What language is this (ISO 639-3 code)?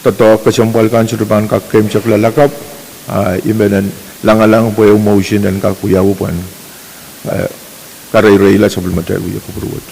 pon